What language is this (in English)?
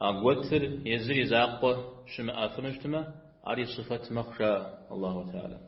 Kabardian